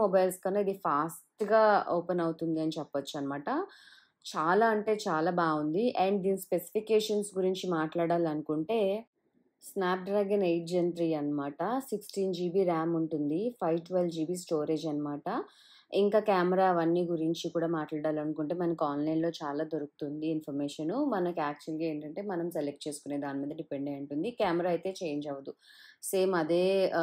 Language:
Telugu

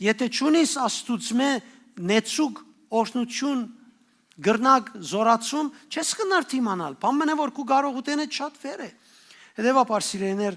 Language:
Western Armenian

